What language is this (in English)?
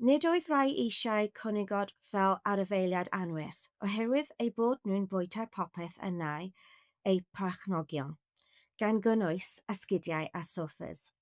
Welsh